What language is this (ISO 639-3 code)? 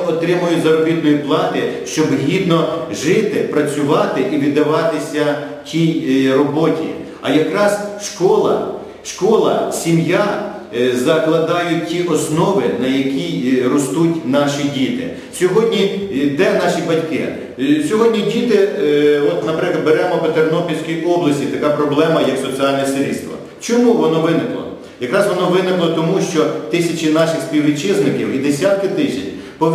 ukr